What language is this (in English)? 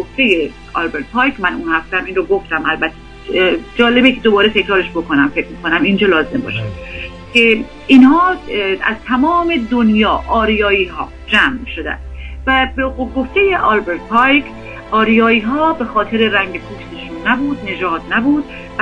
Persian